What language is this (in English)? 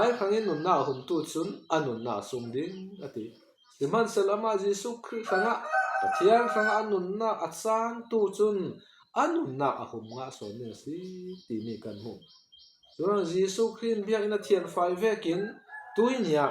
Falam Chin